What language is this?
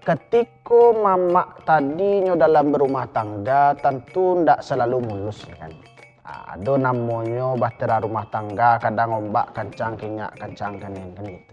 Minangkabau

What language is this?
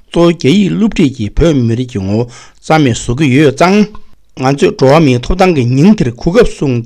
Tibetan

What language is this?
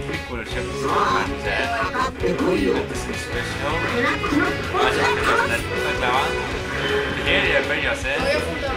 Faroese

